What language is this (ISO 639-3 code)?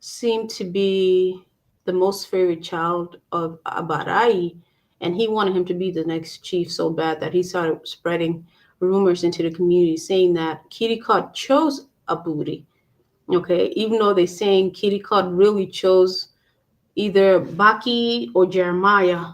ach